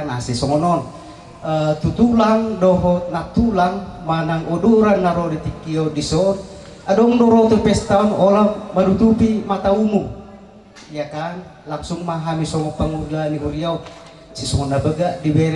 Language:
Batak Toba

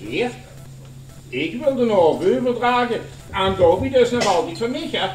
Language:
Limburgish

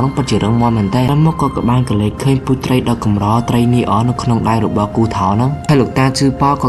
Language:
Khmer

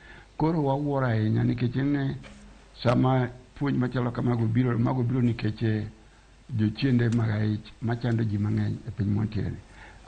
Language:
Luo (Kenya and Tanzania)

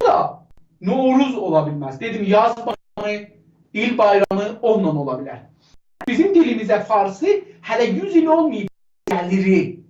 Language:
South Azerbaijani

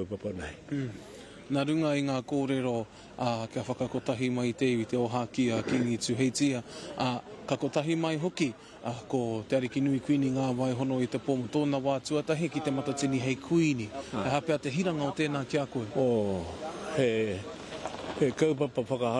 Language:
Māori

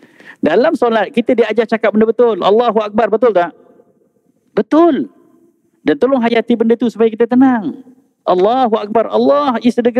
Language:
Malay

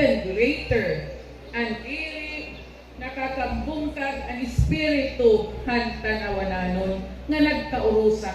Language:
Waray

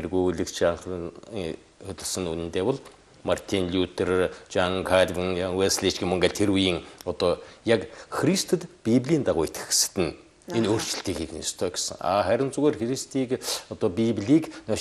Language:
Mongolian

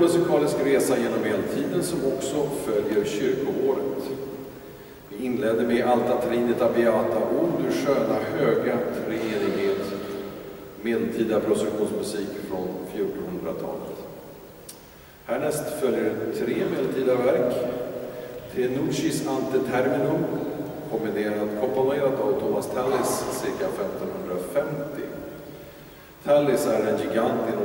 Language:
Swedish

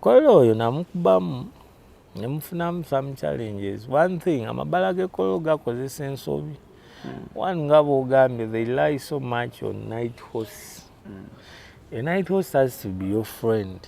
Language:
Ganda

